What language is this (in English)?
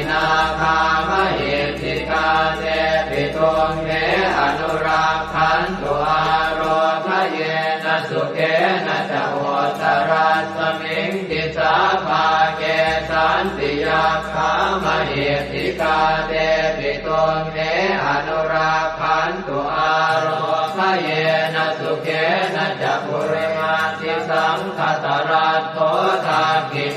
Pali